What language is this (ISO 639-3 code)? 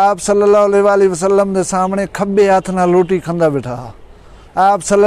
skr